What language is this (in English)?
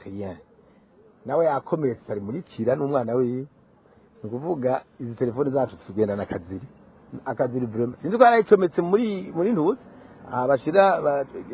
Rundi